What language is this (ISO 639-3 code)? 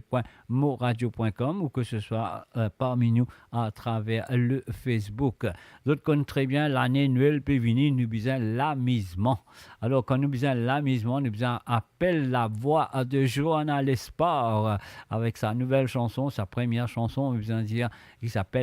mfe